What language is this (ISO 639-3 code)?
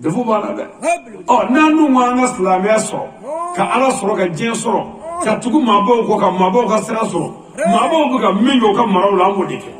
bam